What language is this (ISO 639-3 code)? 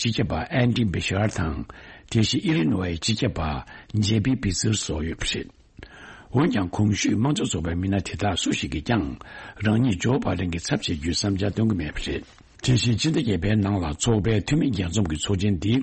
bod